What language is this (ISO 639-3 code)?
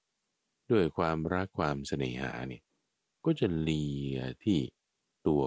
tha